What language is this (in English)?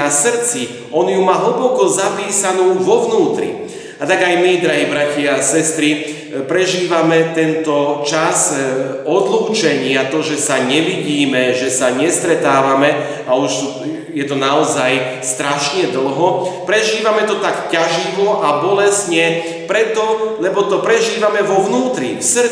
Slovak